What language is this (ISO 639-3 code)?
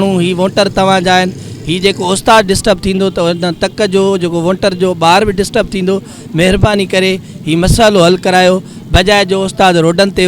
snd